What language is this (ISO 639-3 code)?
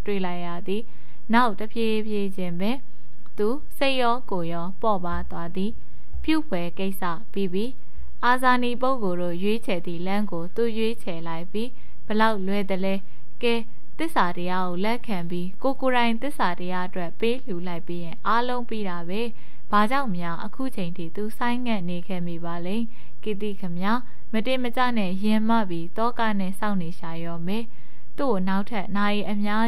mya